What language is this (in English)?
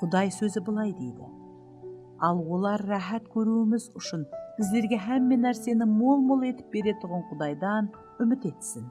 Kara-Kalpak